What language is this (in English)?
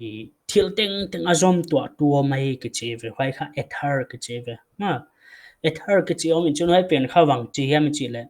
Paite Chin